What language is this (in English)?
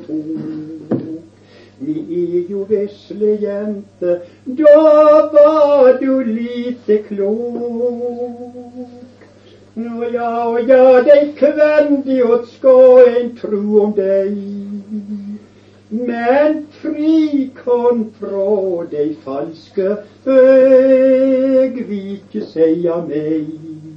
Norwegian